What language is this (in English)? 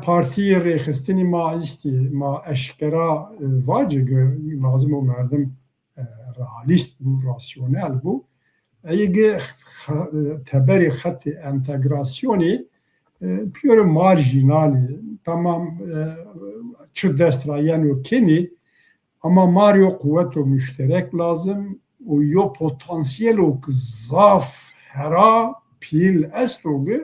Zaza